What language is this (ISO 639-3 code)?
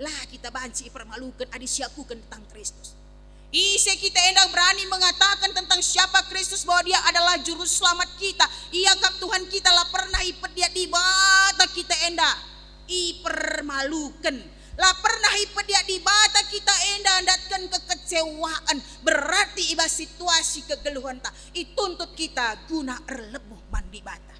btx